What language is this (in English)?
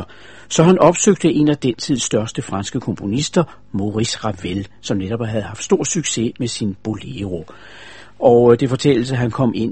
Danish